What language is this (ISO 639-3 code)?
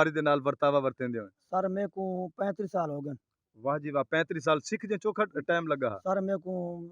skr